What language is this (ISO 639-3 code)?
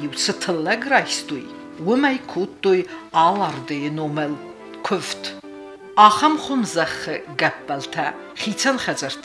oss